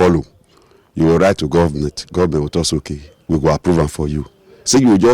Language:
Nigerian Pidgin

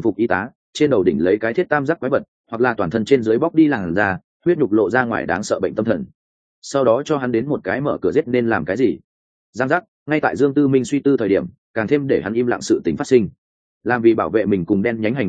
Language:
Vietnamese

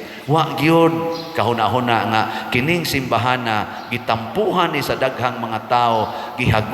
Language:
Cebuano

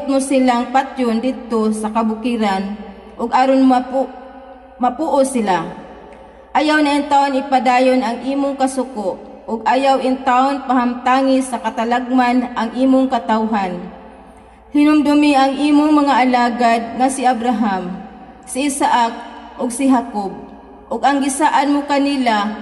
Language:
Cebuano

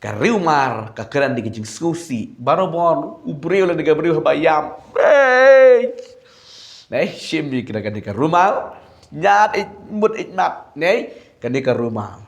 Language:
Khasi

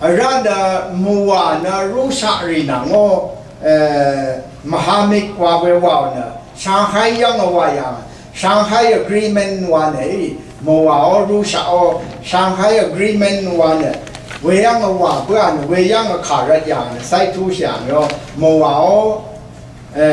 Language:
Rawang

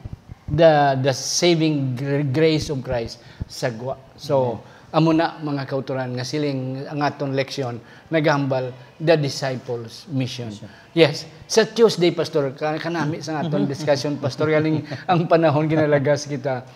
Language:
Hiligaynon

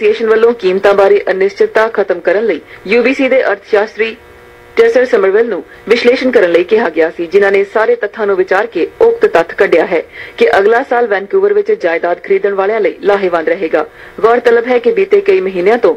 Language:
Punjabi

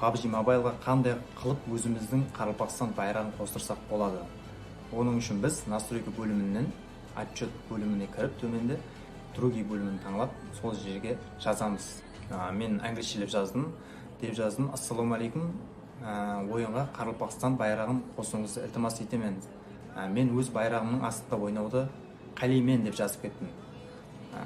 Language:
Kara-Kalpak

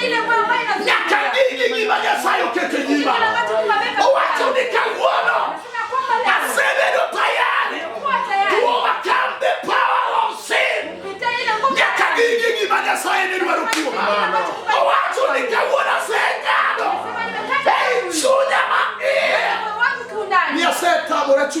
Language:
Luo (Kenya and Tanzania)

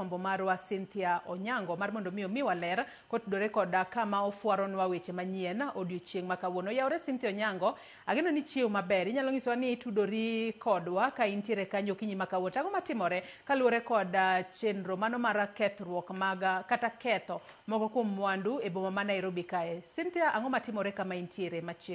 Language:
Luo (Kenya and Tanzania)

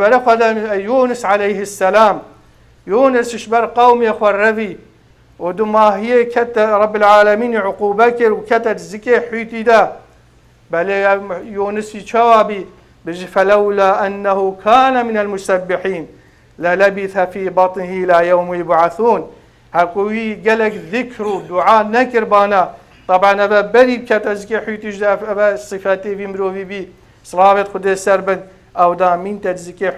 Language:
Kurdish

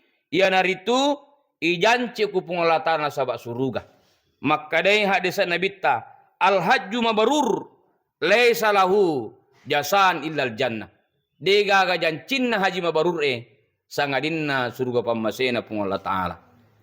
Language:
Buginese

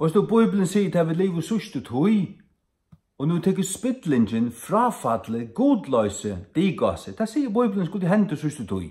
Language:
Faroese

